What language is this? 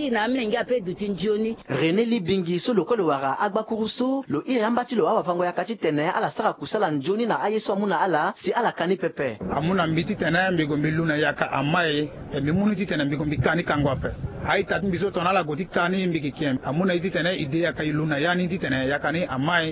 Sango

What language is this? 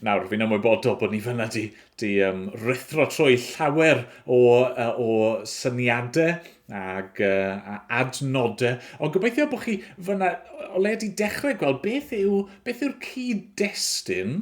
Welsh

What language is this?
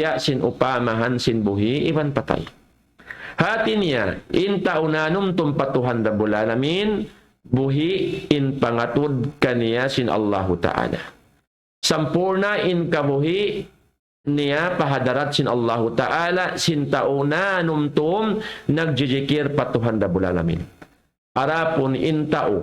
Tausug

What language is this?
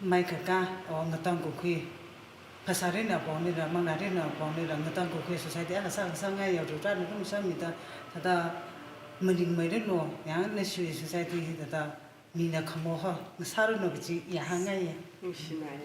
Tangkhul Naga (India)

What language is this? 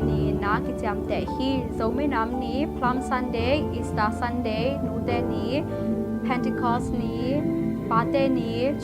Tedim Chin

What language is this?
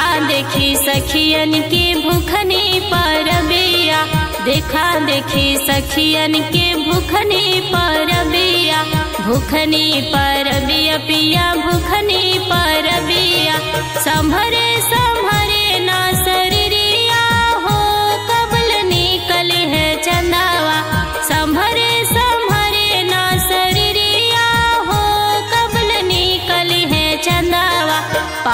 Bhojpuri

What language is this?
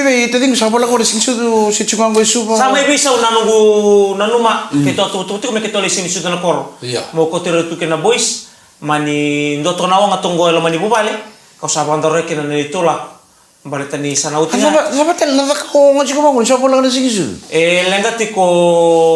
Fijian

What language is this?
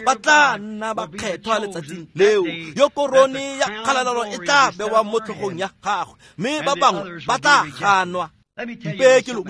Tswana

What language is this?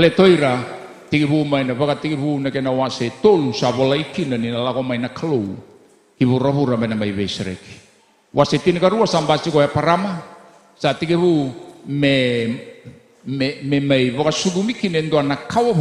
Fijian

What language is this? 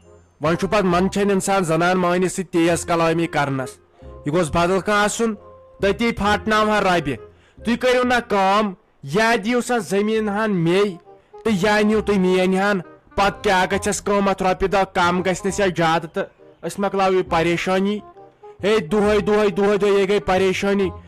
Kashmiri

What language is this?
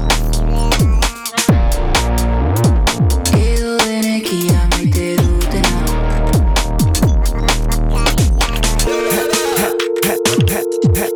Basque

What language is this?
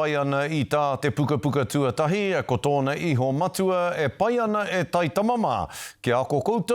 Māori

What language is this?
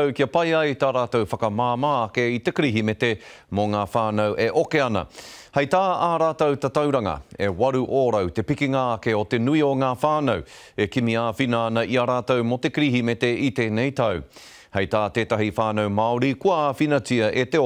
Māori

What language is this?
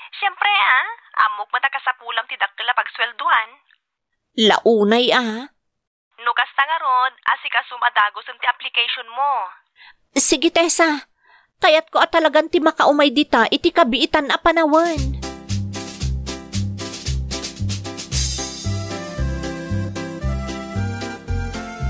Iloko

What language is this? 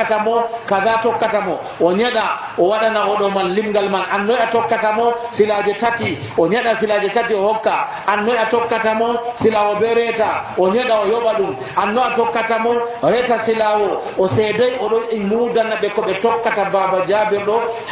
Nigerian Fulfulde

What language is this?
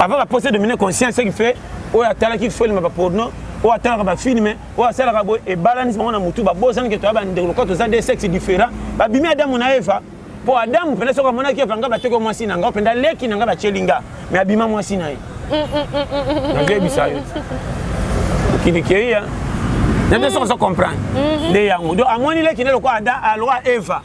Lingala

